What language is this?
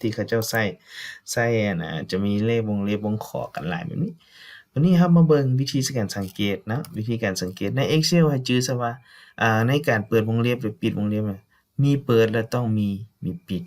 Lao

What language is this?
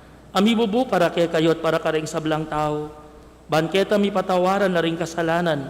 Pampanga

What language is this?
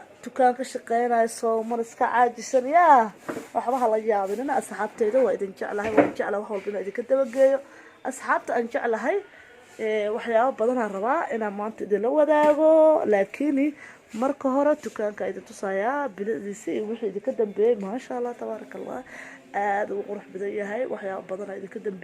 Somali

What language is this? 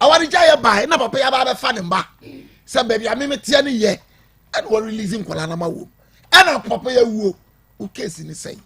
Akan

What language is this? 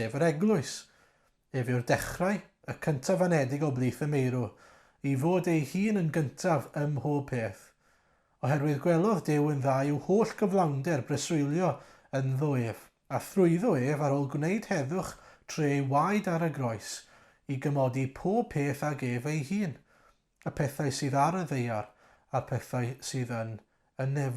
Welsh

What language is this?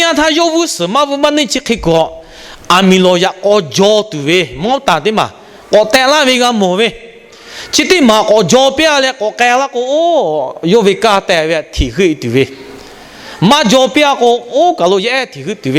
Lahu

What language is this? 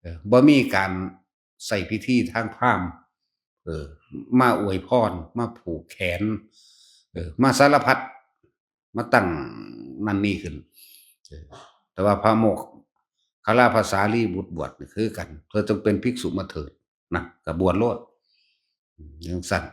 Northeastern Thai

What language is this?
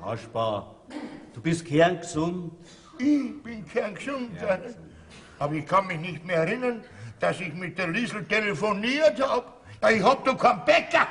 Bavarian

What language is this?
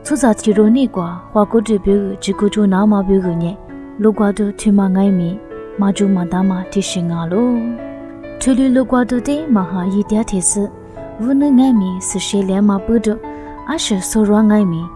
Lisu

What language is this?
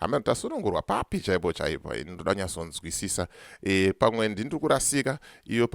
Shona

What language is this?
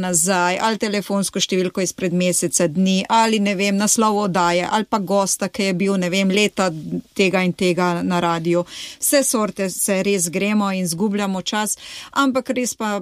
Slovenian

